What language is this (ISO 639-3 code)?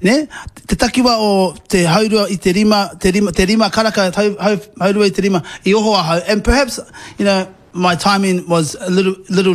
mri